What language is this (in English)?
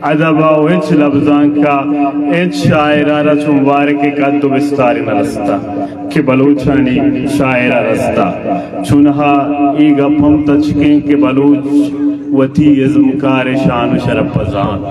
Eastern Balochi